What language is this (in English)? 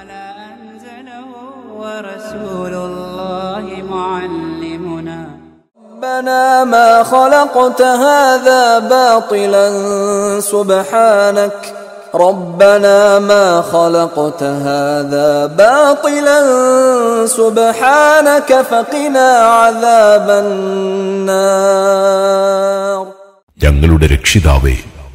Malayalam